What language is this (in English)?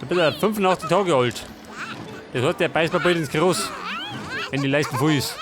Bavarian